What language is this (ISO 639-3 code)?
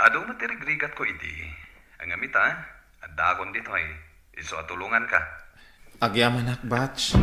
ilo